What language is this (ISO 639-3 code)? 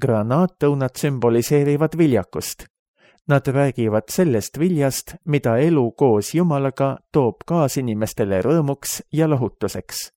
est